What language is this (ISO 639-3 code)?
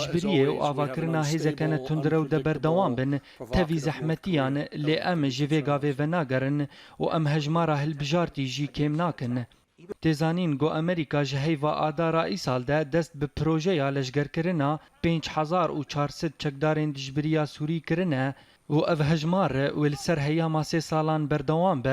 kur